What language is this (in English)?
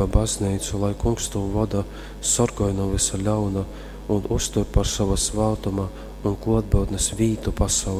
Latgalian